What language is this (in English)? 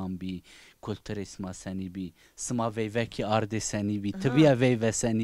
Zaza